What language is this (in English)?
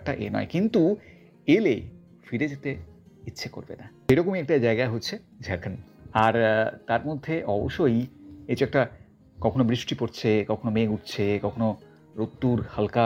Bangla